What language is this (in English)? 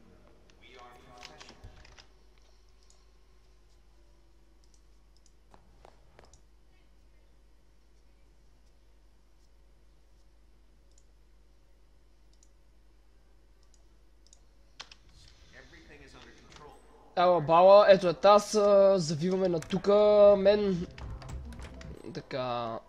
Bulgarian